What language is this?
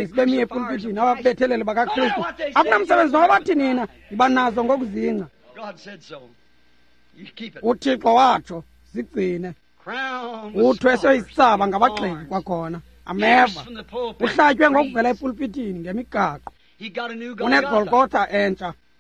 Xhosa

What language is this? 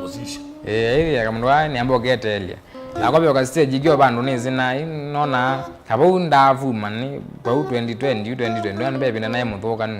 Kamba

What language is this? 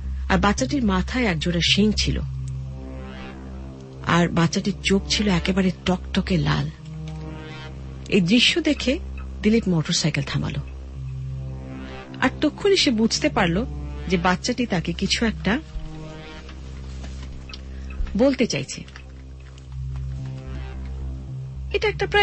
Bangla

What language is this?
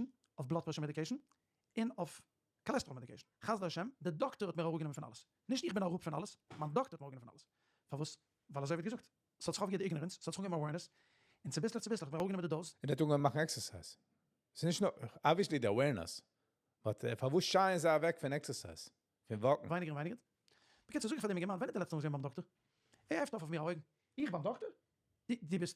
Yiddish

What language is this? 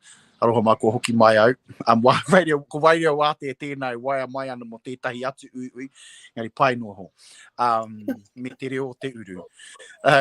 Māori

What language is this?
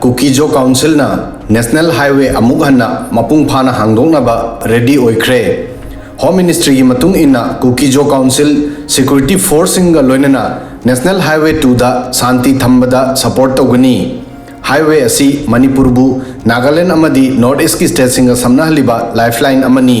Manipuri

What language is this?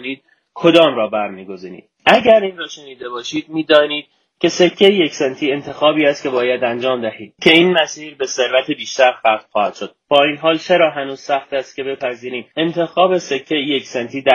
Persian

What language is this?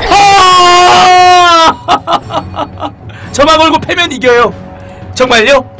Korean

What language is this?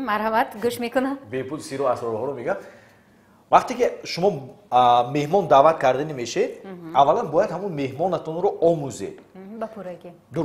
Tajik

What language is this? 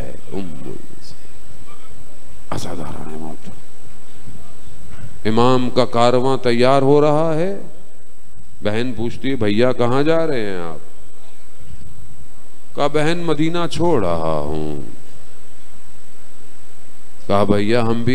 Urdu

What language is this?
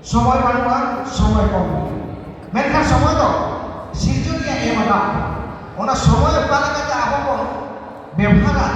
Santali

